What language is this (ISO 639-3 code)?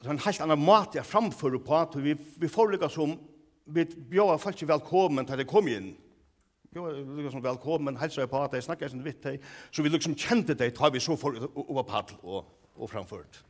fao